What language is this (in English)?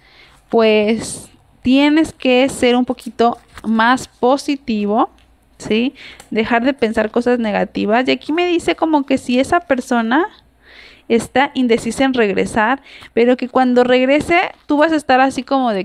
Spanish